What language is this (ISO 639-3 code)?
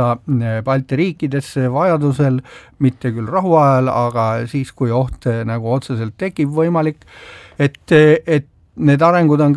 est